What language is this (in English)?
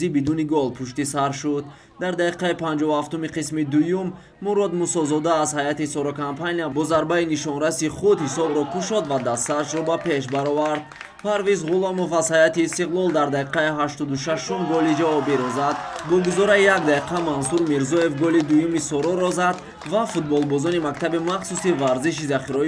Tajik